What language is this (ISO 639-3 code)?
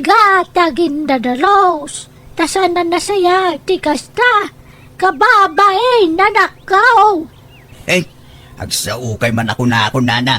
ilo